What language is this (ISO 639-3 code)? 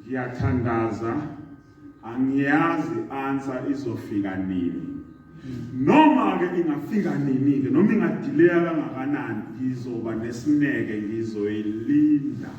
zul